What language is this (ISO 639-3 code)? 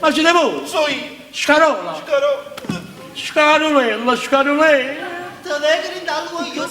nap